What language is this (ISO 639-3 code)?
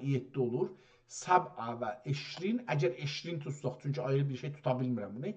azb